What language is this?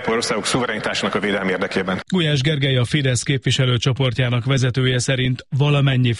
Hungarian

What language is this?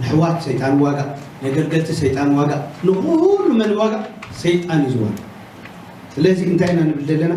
Tigrinya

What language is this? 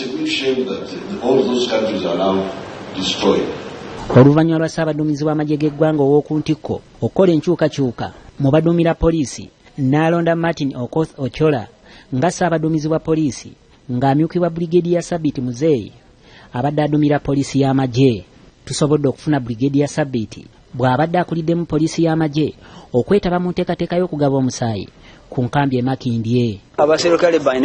Ganda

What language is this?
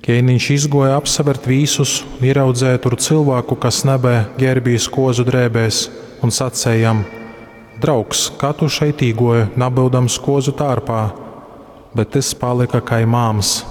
Latgalian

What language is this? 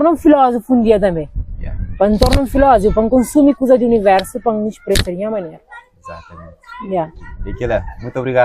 Kabuverdianu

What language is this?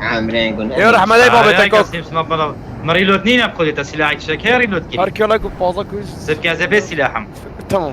Kurdish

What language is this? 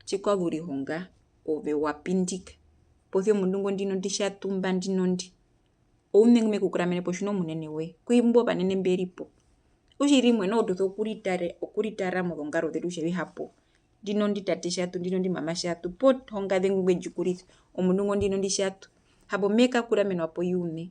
Herero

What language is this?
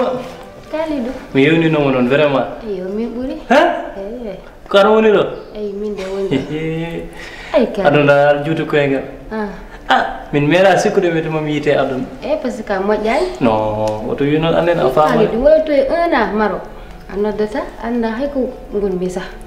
Fula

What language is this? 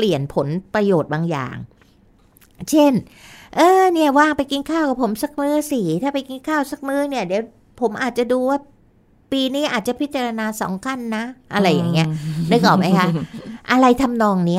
Thai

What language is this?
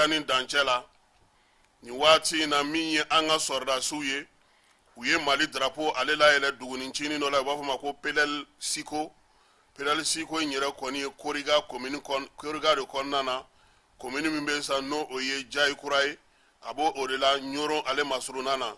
Bambara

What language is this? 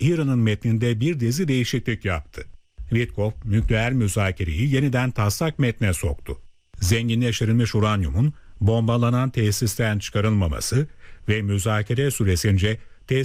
Turkish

